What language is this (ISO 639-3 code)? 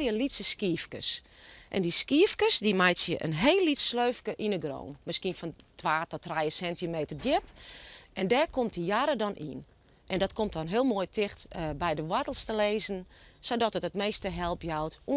fry